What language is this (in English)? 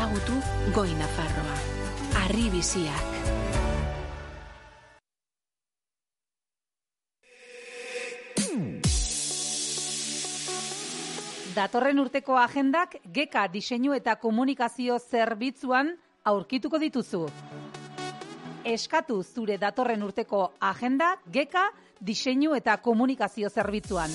Basque